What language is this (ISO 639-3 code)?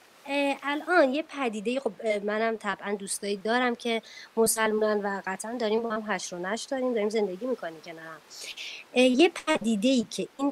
fas